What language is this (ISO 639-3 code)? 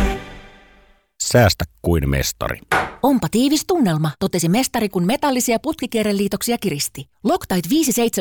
fin